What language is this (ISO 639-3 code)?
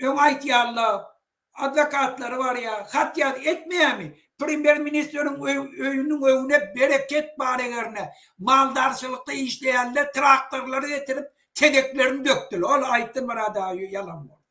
tuk